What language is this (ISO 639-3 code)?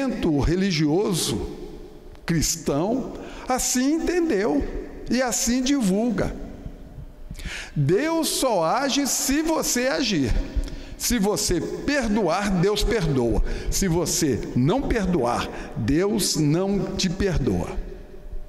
por